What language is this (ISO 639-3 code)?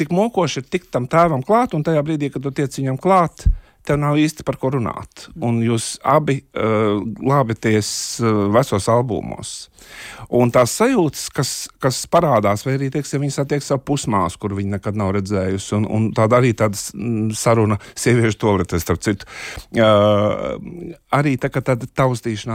lav